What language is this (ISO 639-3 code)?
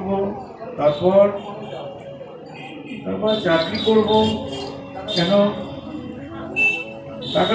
ben